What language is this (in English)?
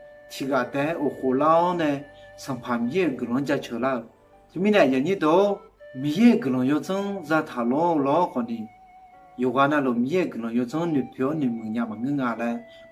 Akha